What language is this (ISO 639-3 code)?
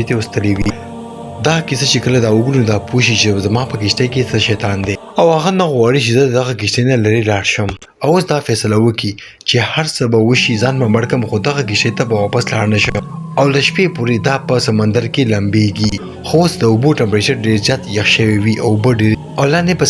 pus